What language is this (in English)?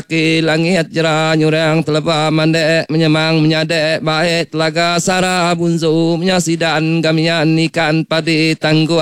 Iban